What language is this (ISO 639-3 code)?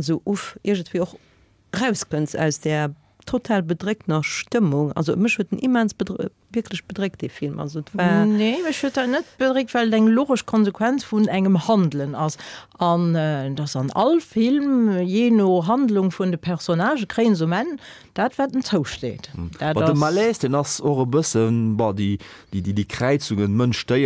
ltz